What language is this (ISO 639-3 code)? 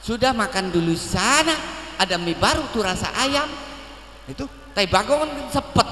bew